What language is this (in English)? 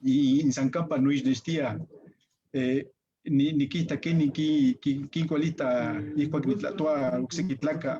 Eastern Huasteca Nahuatl